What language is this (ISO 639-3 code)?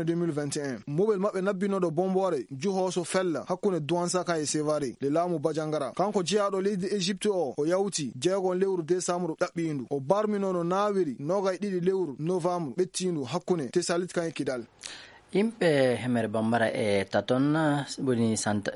ful